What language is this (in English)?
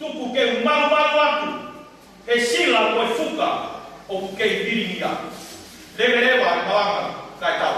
Tongan